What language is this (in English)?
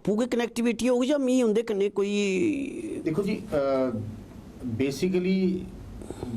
Dogri